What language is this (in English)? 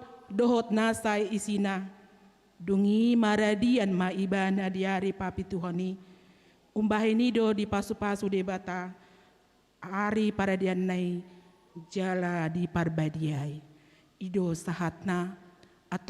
Batak Toba